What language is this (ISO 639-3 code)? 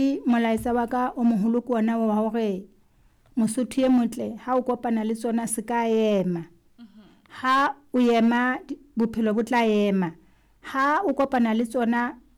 sot